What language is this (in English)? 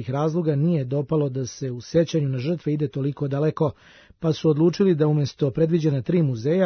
Serbian